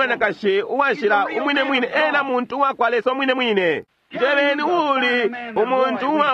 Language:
Bemba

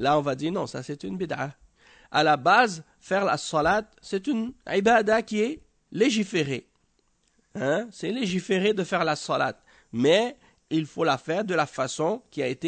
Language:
French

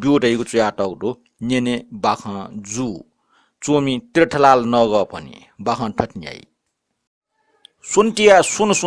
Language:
Newari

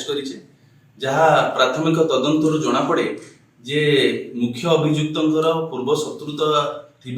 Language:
Odia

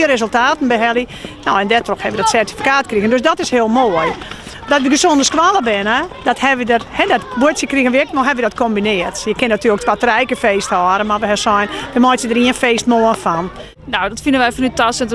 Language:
Western Frisian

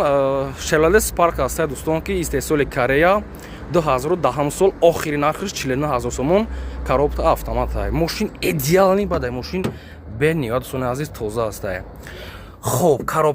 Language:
Tajik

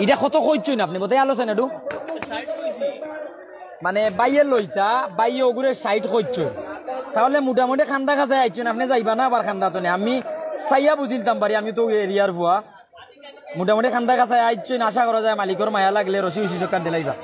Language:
Sylheti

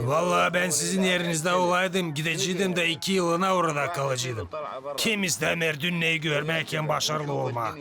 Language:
Gagauz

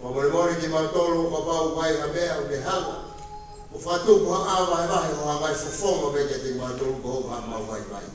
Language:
Tongan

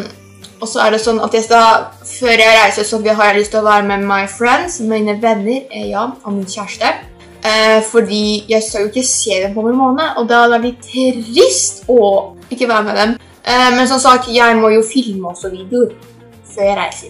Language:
Norwegian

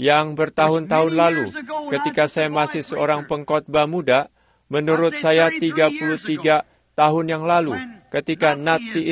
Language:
Indonesian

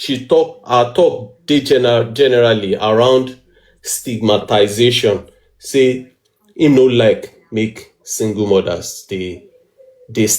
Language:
Nigerian Pidgin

